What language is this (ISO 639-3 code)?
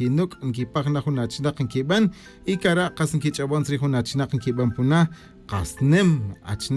tzj